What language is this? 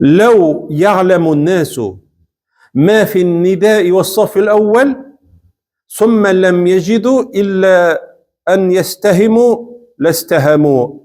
Tatar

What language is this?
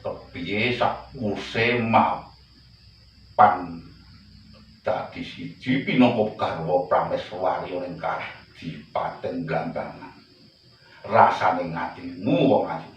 Javanese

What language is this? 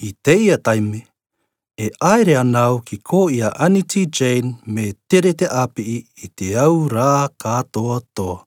Rarotongan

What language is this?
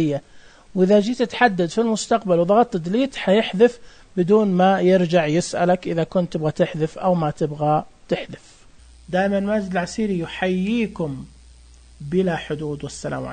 Najdi Arabic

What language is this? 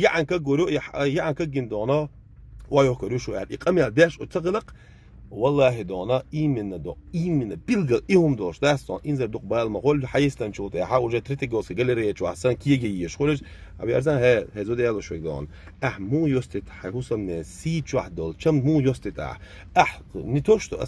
Chechen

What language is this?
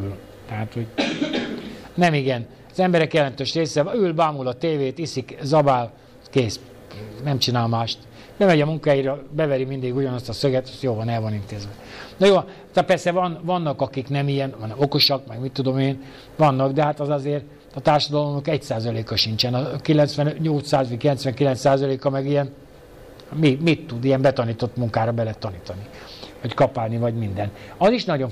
Hungarian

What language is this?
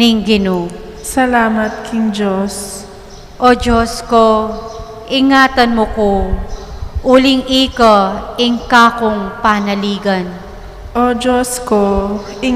Pampanga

